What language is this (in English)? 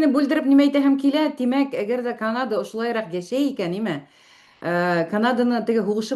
Bashkir